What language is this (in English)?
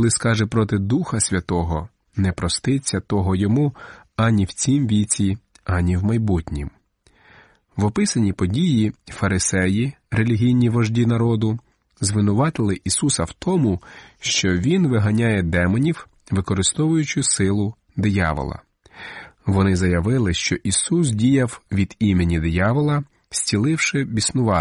Ukrainian